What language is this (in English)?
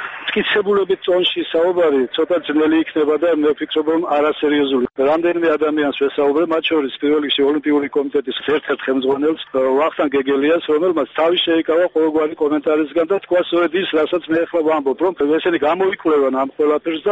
Georgian